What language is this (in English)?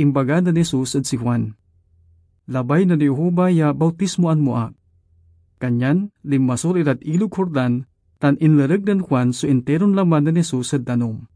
Pangasinan